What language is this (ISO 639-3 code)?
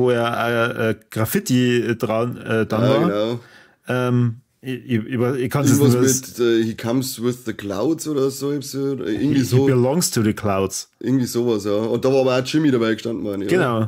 bar